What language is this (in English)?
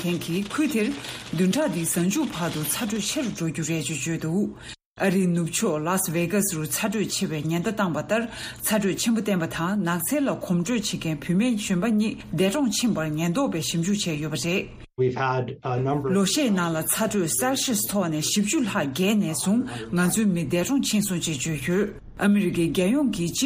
Tibetan